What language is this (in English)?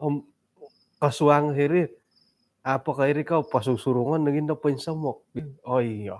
Central Dusun